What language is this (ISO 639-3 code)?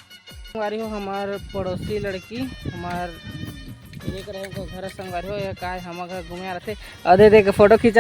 hne